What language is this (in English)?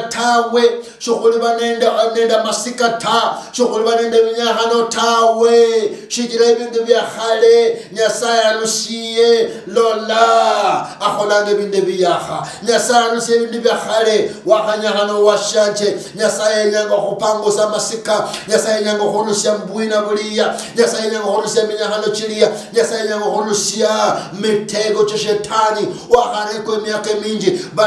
Luyia